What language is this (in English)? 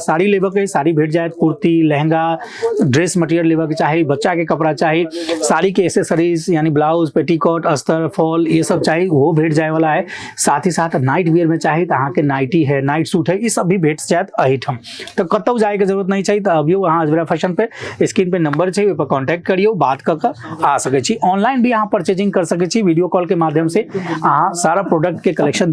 Maithili